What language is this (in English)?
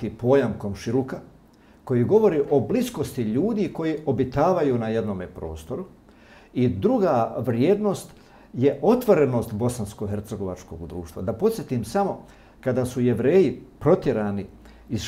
Bosnian